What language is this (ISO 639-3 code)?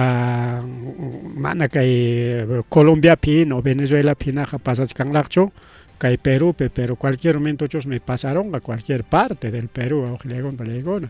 quy